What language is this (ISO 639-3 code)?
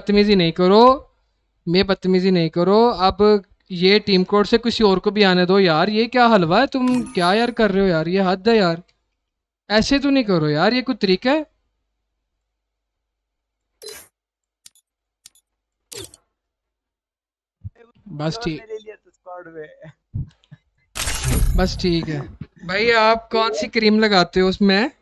hin